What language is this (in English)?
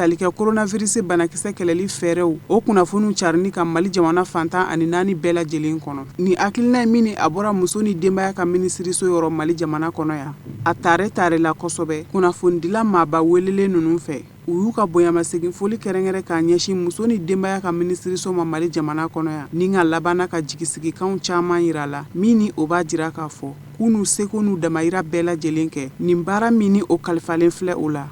Bambara